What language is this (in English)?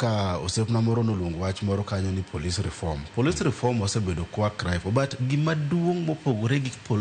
Luo (Kenya and Tanzania)